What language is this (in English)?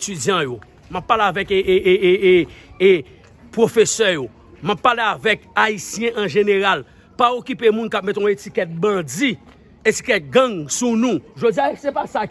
Haitian Creole